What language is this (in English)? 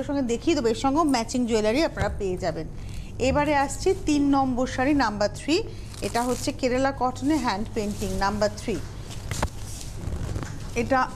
Bangla